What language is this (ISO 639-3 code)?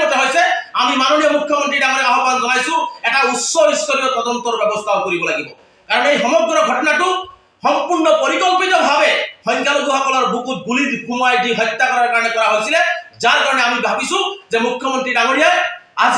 asm